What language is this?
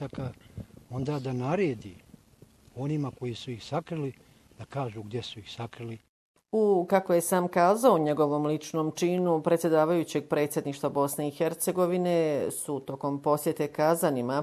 Bosnian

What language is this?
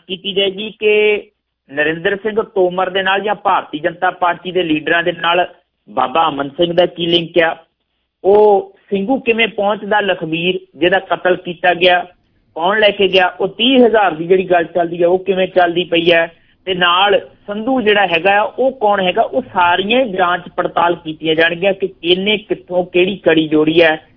Punjabi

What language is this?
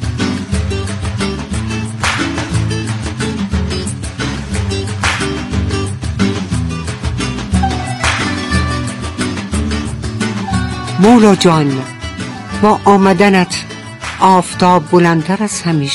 Persian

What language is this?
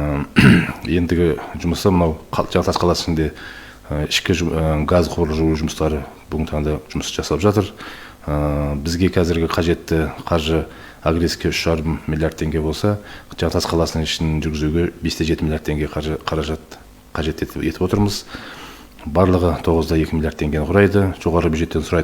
Kazakh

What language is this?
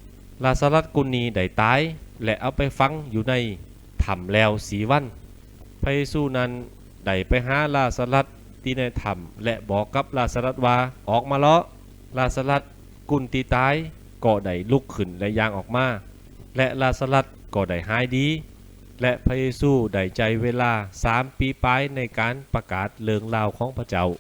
Lü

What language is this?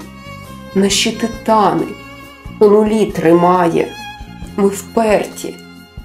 Ukrainian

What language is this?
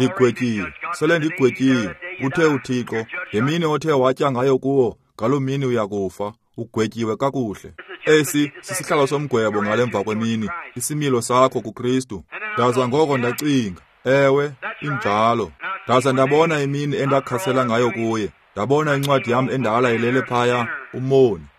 Xhosa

